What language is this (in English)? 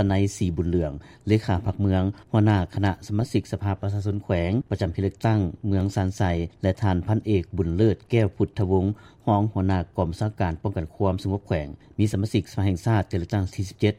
Lao